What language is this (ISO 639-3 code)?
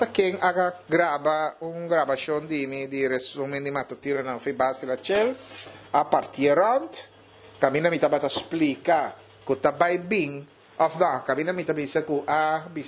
pap